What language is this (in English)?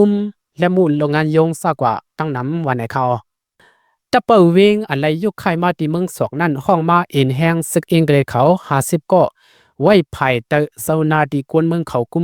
Shan